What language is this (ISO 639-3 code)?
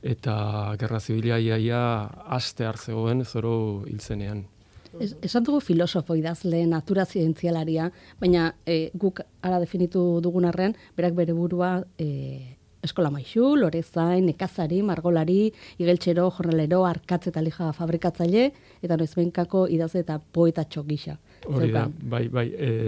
eus